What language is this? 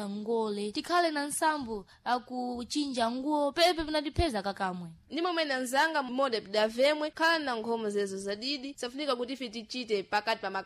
Sena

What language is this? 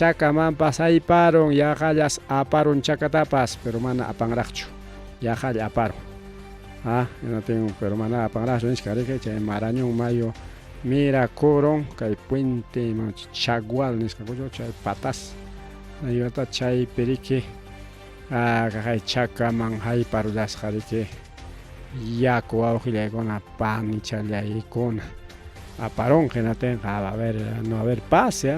Ayacucho Quechua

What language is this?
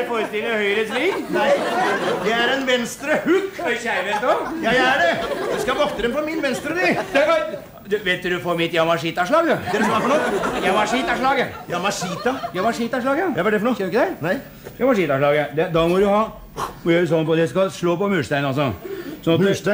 Norwegian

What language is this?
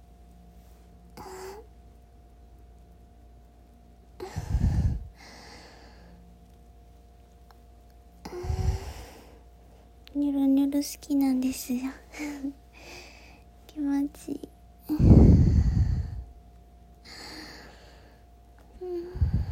Japanese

